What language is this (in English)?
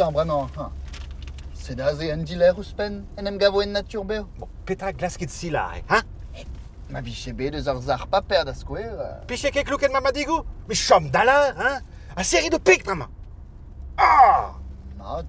Breton